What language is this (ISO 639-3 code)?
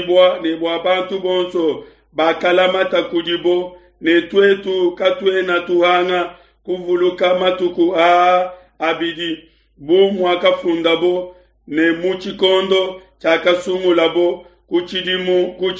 lua